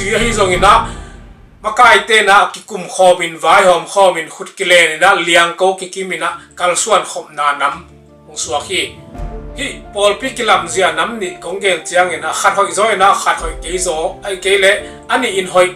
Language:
Tedim Chin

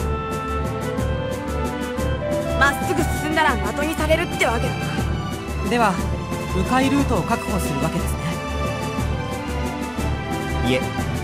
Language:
Japanese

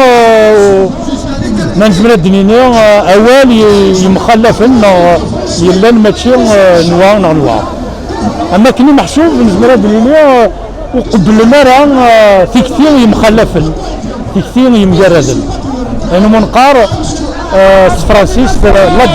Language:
Kabyle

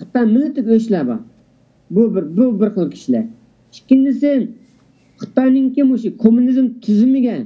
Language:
Uyghur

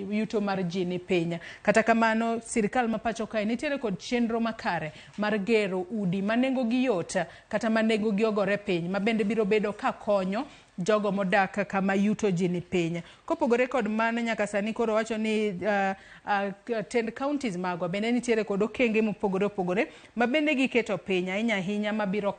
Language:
Luo (Kenya and Tanzania)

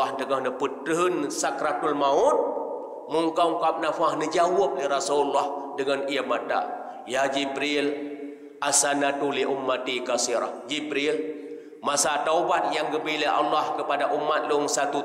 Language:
Achinese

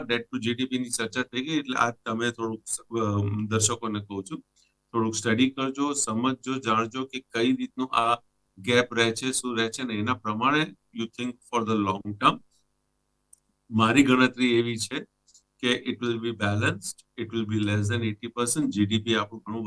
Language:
Gujarati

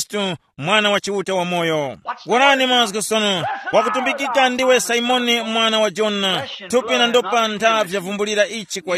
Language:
Tumbuka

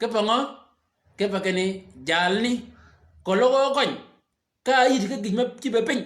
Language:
Shilluk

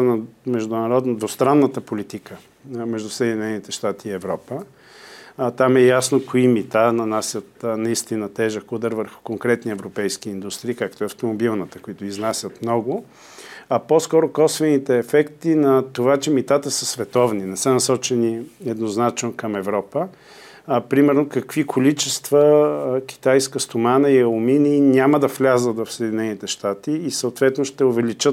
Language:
Bulgarian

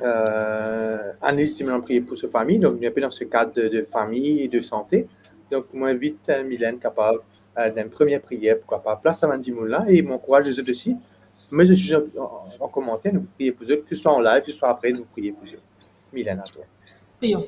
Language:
Morisyen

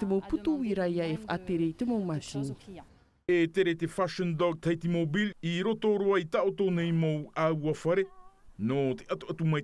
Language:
Tahitian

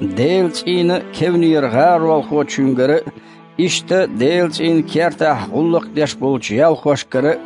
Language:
Chechen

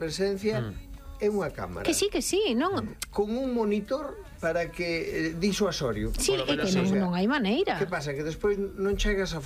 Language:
Galician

